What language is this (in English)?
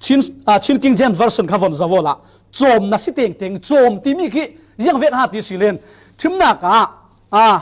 Falam Chin